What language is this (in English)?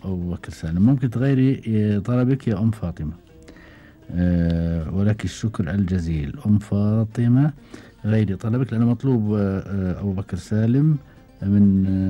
Gulf Arabic